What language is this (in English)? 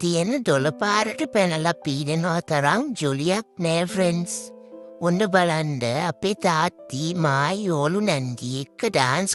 Sinhala